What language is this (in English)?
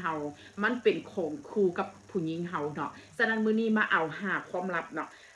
Northeastern Thai